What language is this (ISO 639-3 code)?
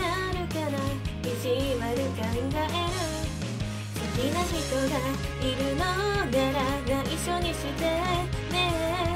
jpn